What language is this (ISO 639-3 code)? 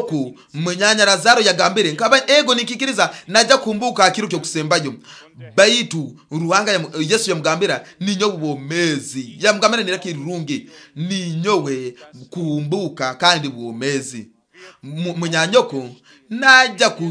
nyo